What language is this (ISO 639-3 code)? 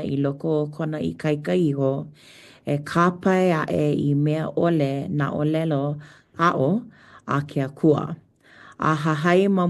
haw